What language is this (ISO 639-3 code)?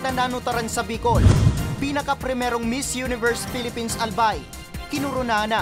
bik